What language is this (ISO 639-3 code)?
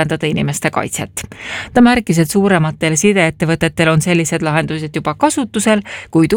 est